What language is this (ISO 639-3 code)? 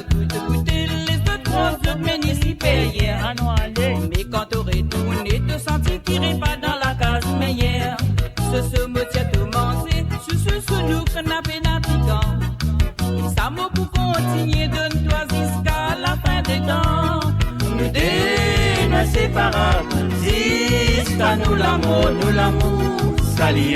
mfe